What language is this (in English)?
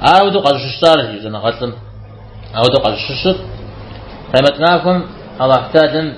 Kabardian